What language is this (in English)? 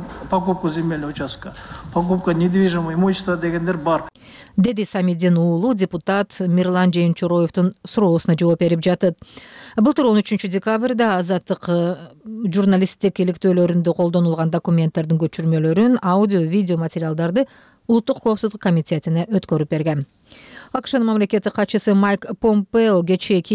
Kyrgyz